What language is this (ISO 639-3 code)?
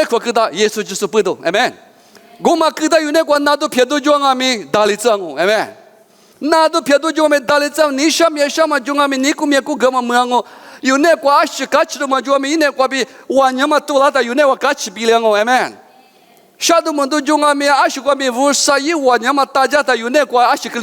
lis